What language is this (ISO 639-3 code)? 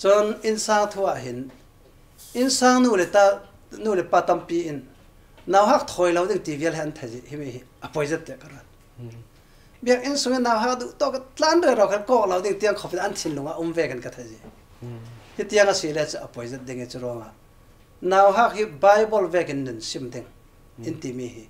cfm